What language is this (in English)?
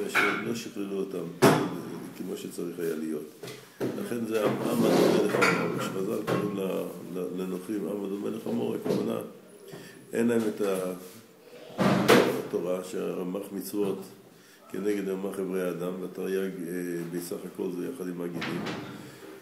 Hebrew